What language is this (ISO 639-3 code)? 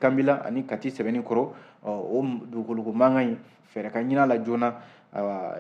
bam